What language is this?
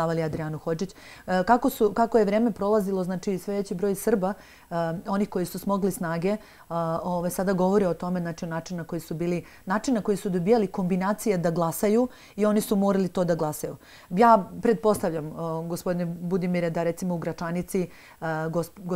Serbian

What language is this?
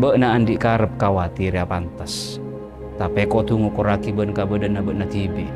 Madurese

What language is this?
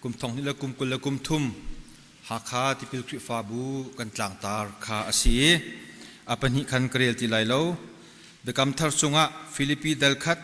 Hakha Chin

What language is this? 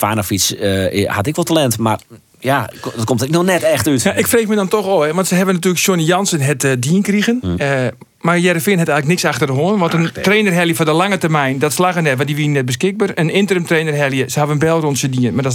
Western Frisian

